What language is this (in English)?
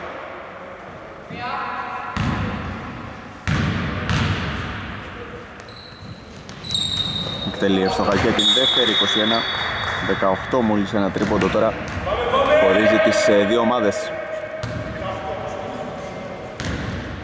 Greek